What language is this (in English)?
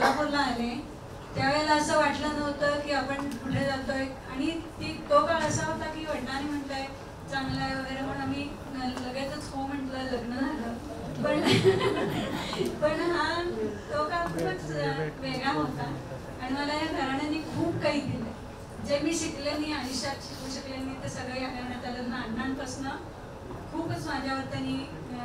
Marathi